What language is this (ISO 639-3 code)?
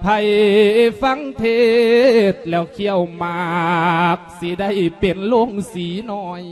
lao